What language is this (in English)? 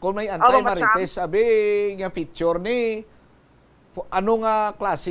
Hiligaynon